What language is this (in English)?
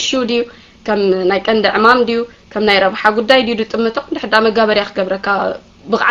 Tigrinya